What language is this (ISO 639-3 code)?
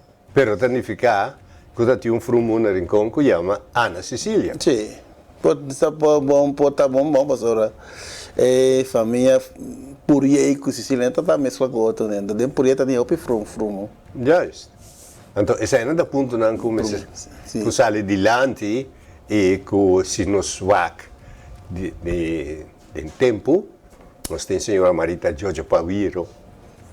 pap